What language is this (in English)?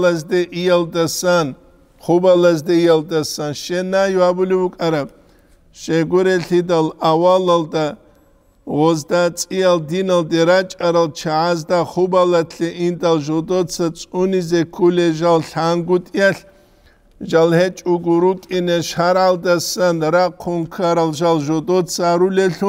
Avaric